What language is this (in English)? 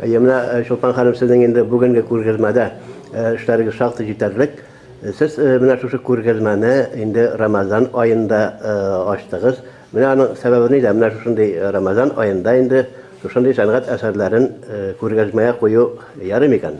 Tatar